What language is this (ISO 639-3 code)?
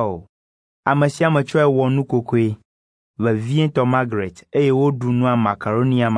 ewe